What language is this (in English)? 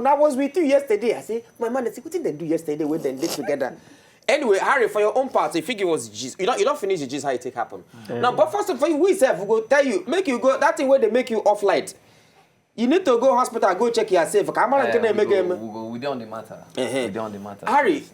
Nigerian Pidgin